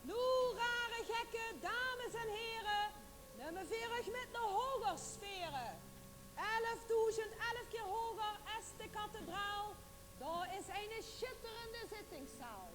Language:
Limburgish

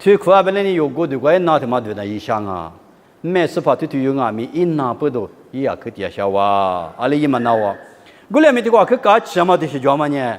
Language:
Lisu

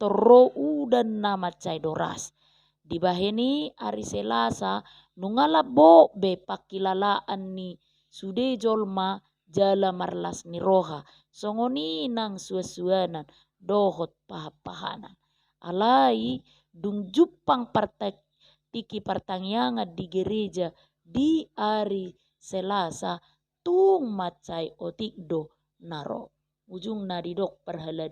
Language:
Batak Toba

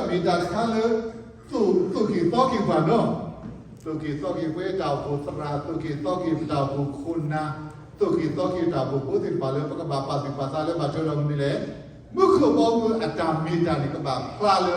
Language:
S'gaw Karen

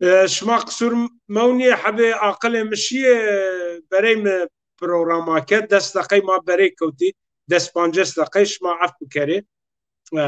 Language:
Zaza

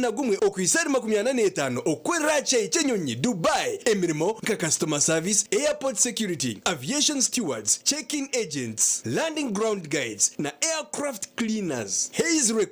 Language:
Nyankole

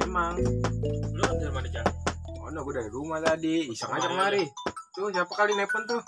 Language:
Betawi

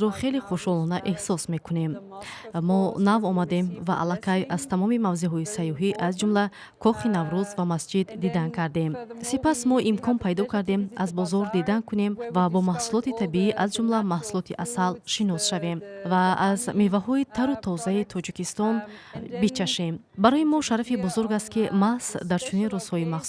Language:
Tajik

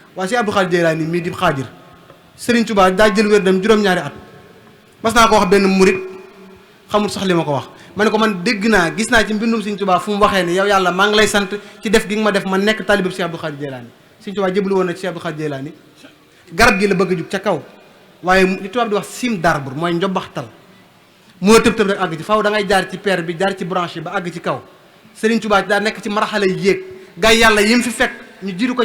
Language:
Wolof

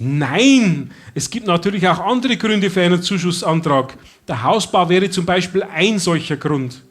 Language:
Bavarian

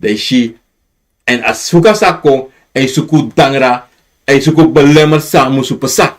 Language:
Sranan Tongo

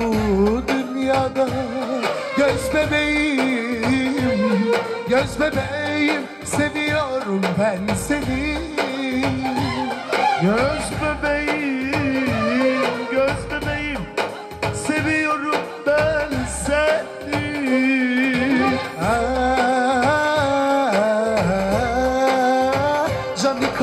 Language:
Turkish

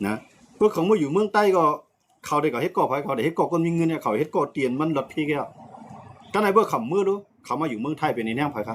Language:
Shan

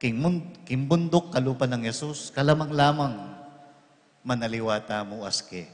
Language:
Pampanga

